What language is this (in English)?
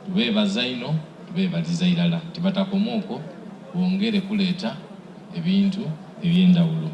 Soga